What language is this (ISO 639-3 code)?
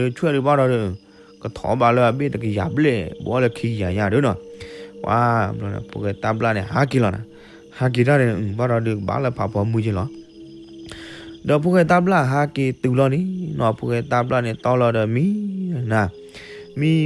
ksw